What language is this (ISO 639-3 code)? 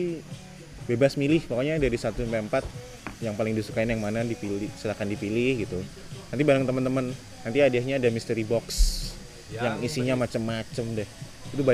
ind